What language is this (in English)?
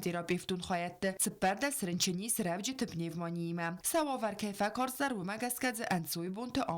Ossetic